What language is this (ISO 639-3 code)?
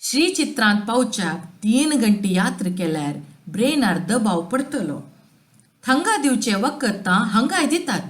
kok